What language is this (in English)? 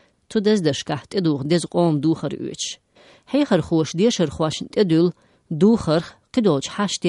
Chechen